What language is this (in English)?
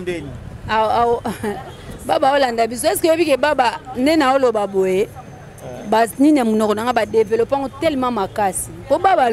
Lingala